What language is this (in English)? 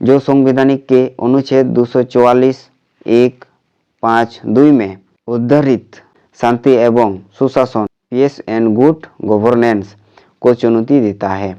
Santali